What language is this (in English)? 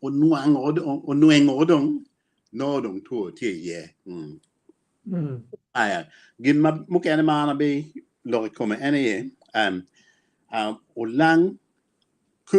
Acoli